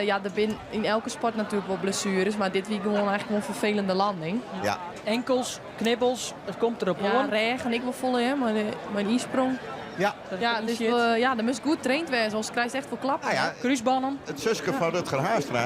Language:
Western Frisian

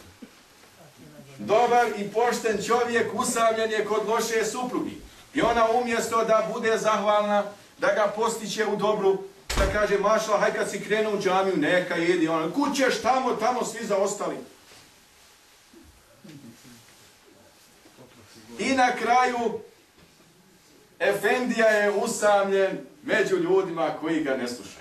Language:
Bosnian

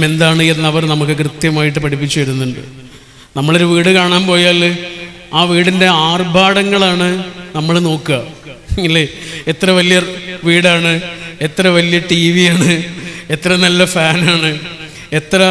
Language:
Malayalam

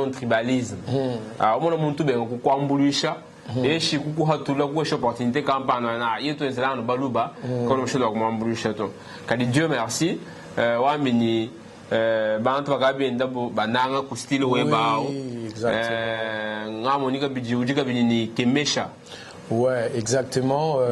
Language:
Luba-Lulua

